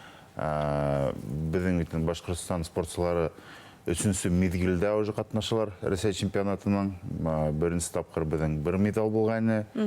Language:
Bashkir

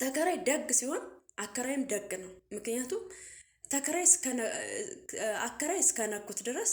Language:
Amharic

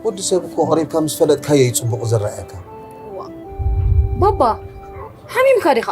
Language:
Tigrinya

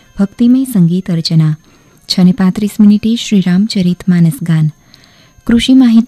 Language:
Gujarati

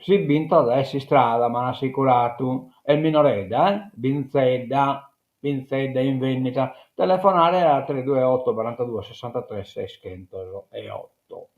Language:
Sardinian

